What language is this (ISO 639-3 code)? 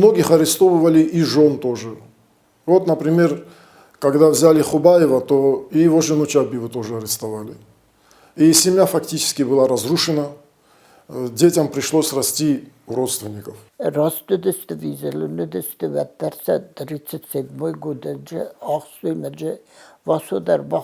oss